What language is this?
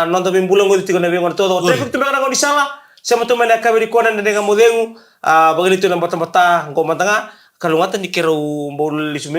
Fijian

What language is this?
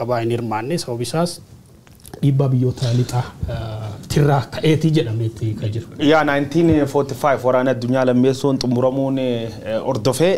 Oromo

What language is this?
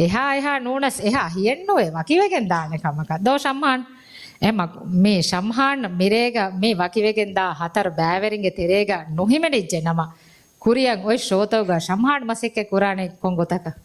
Divehi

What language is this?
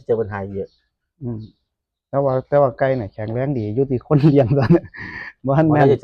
Northeastern Thai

